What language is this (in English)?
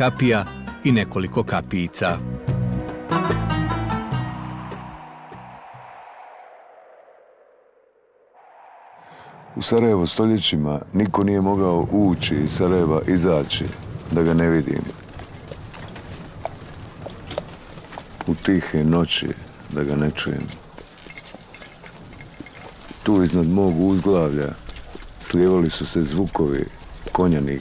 Bosnian